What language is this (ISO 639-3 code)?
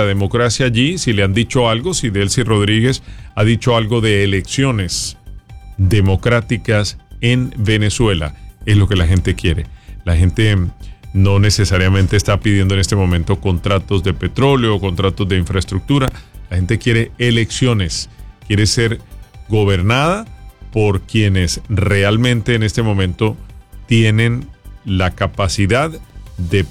spa